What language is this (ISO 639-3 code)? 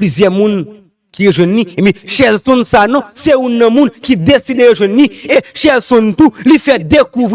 hat